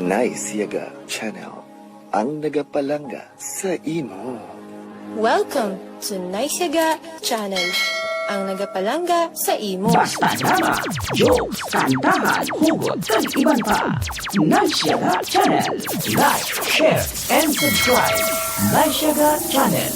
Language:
Hiligaynon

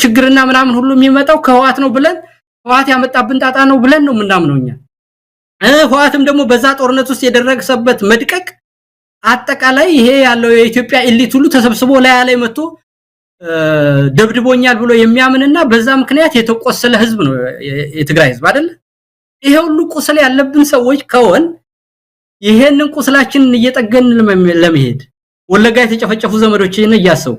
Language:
Amharic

